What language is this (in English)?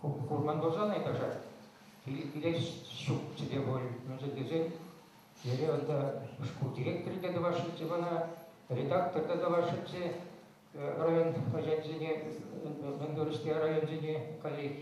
Chuvash